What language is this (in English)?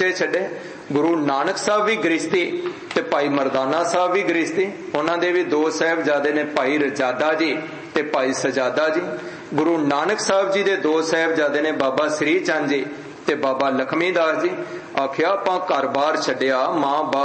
Punjabi